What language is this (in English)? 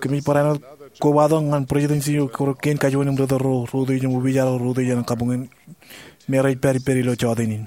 Marshallese